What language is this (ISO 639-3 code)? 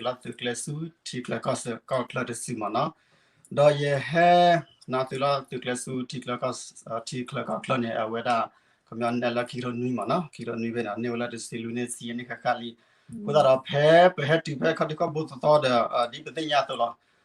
ksw